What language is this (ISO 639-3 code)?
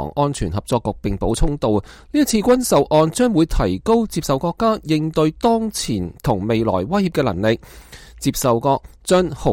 yue